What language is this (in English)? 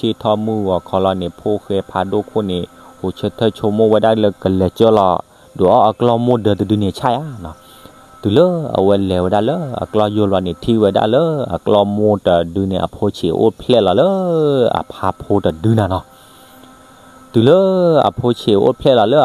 S'gaw Karen